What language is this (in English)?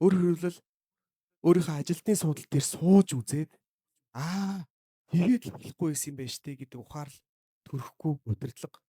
Mongolian